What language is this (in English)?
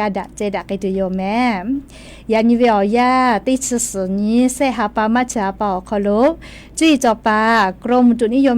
Lahu